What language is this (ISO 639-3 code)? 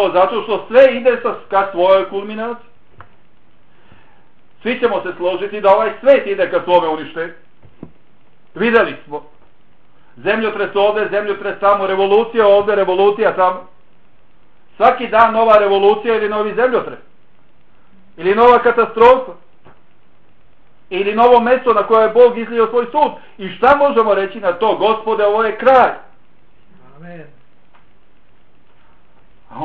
bos